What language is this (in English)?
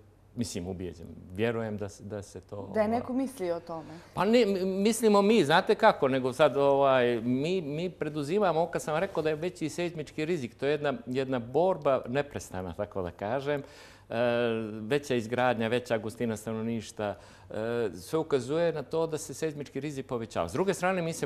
Croatian